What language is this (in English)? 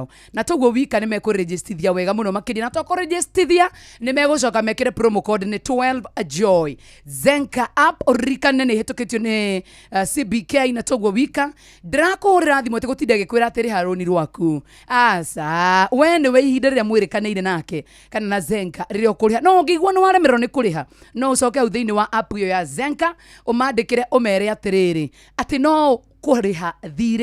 Kikuyu